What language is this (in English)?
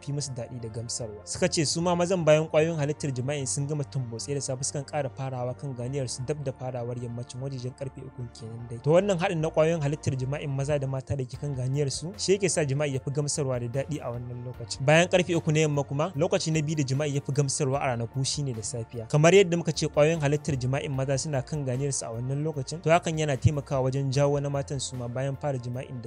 Hausa